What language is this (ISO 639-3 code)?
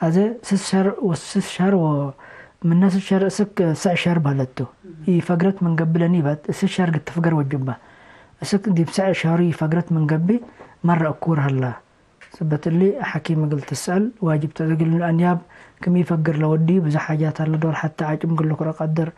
tig